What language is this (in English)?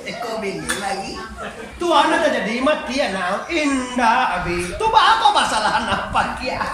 Minangkabau